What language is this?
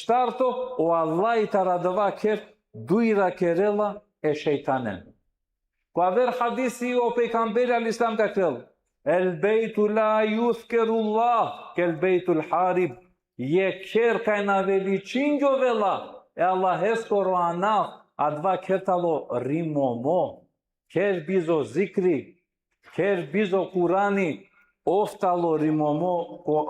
Balkan Romani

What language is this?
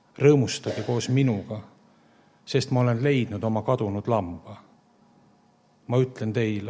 Estonian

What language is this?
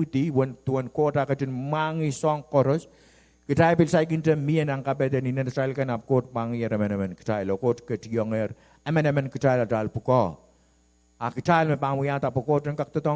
Pohnpeian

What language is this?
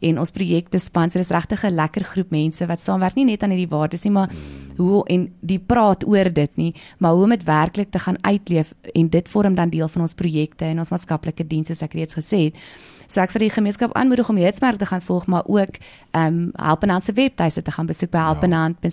Afrikaans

